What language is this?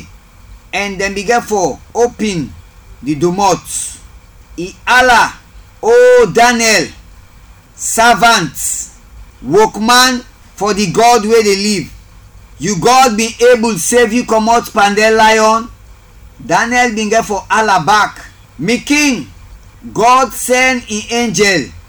Krio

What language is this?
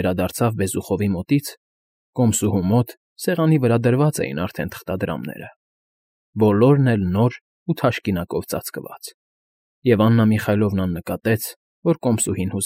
Armenian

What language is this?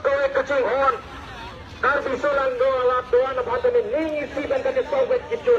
Karbi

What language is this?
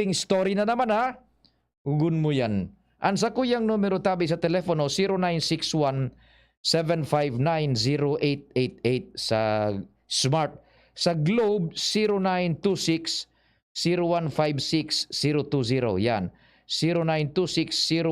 Bikol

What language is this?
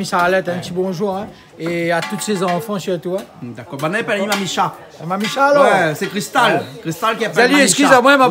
Réunion Creole French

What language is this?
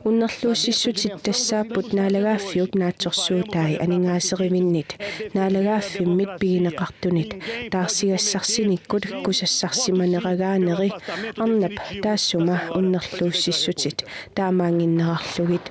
Kalaallisut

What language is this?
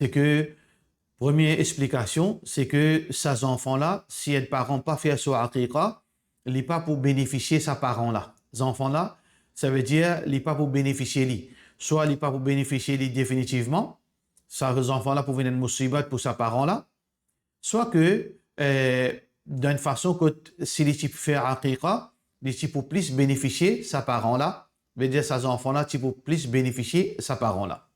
Morisyen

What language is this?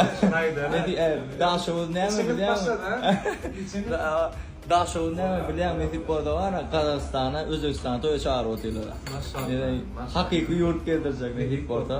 Turkmen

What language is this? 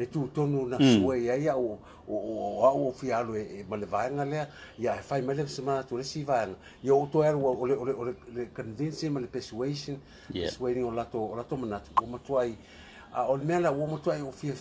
Samoan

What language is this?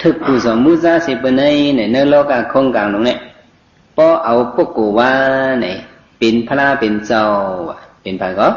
Shan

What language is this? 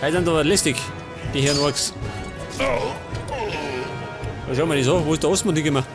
Bavarian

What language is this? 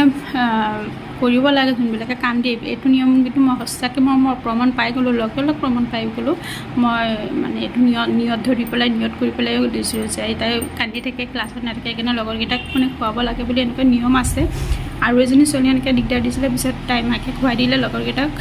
Assamese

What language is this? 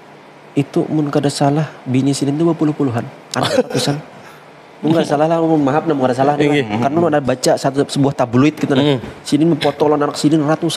Banjar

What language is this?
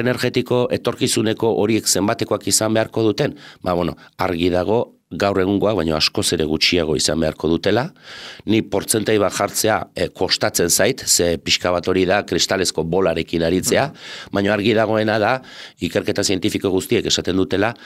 Basque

